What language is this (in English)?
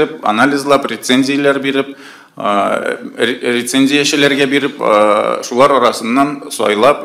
Tatar